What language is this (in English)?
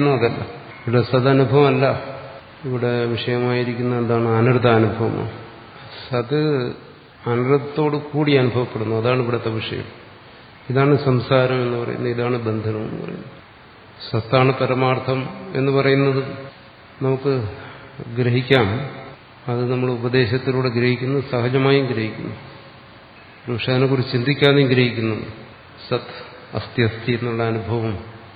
Malayalam